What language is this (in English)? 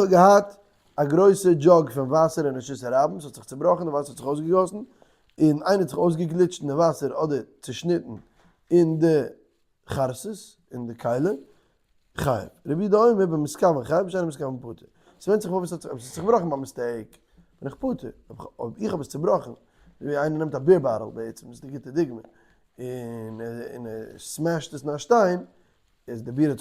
Yiddish